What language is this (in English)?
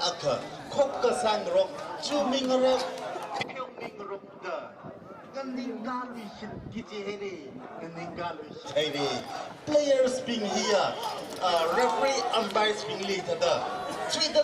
Tangkhul Naga (India)